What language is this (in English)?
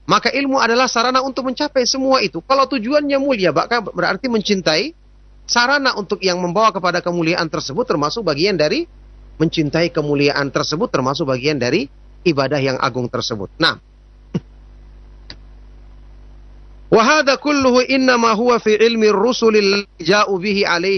Indonesian